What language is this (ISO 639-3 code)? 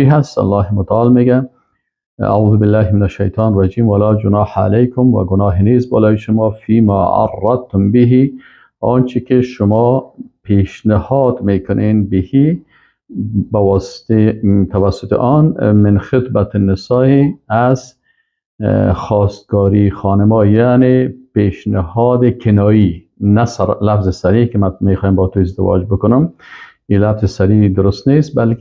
fas